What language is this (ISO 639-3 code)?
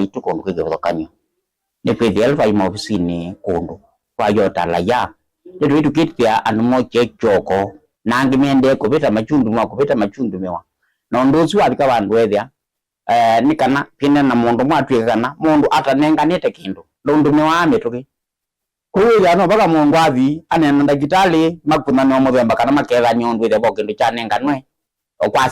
kam